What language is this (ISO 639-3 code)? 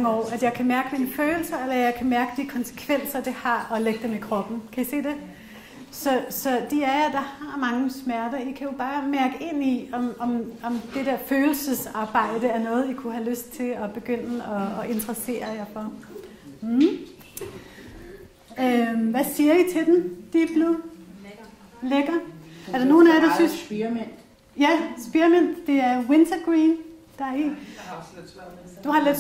dan